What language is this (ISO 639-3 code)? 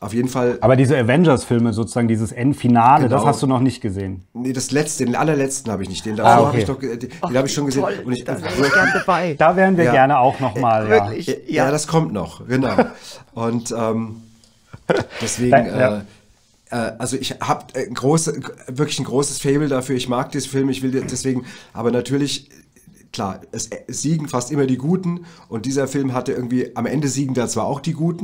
deu